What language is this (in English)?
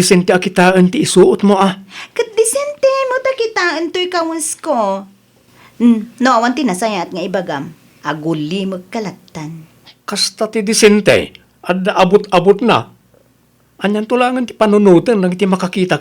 Iloko